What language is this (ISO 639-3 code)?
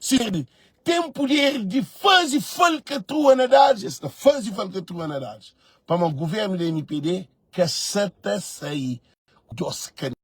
kea